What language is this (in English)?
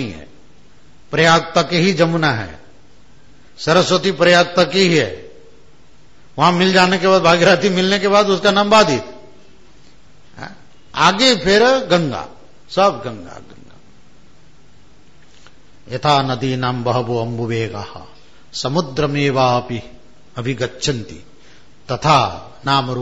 Hindi